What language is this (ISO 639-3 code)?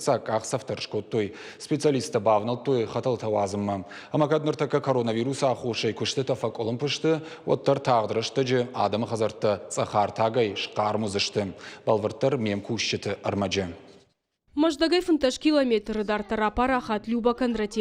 oss